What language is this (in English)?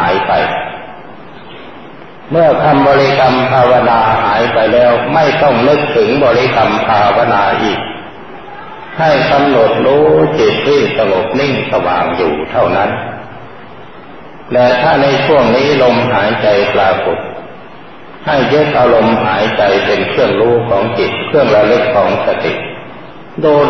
Thai